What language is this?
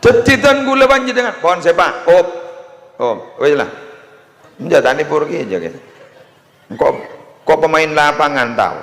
Madurese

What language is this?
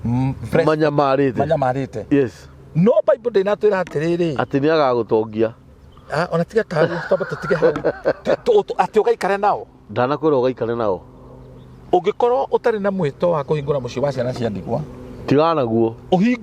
Kikuyu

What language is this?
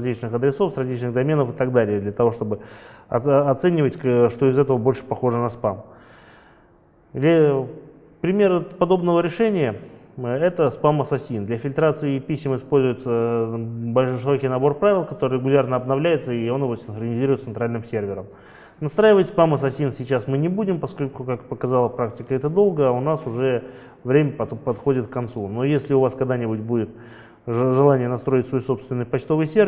Russian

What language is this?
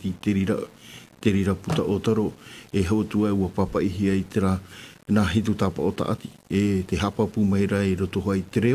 Tahitian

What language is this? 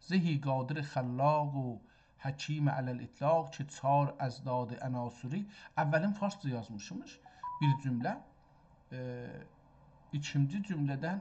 South Azerbaijani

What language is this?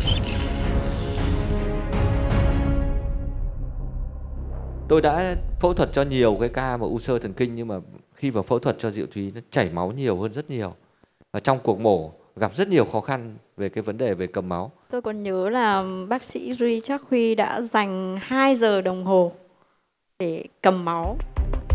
Vietnamese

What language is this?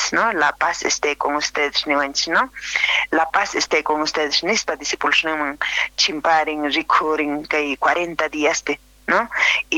Quechua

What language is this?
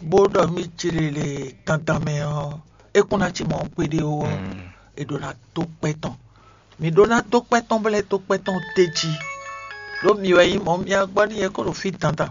Fon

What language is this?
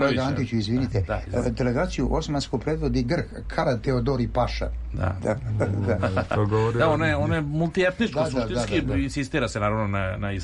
Serbian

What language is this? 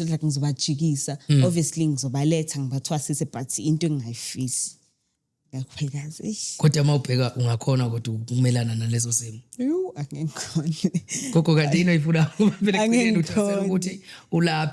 Zulu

